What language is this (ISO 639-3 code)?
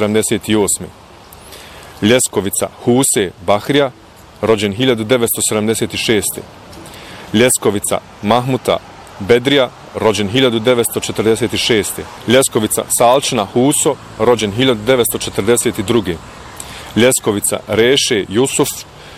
bos